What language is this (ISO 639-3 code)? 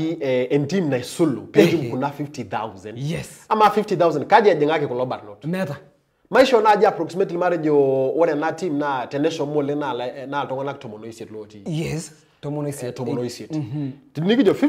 mas